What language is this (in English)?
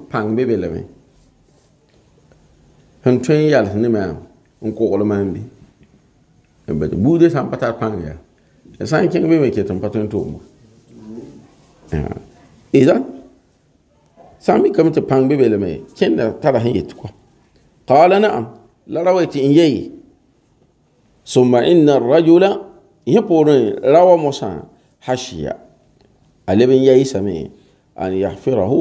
Mossi